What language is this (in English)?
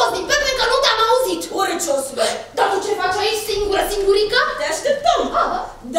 Romanian